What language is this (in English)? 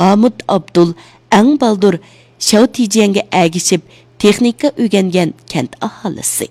Uyghur